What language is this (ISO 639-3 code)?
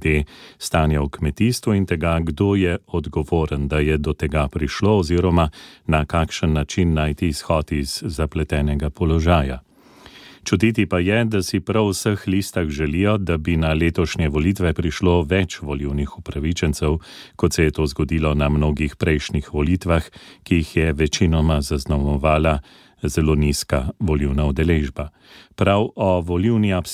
slv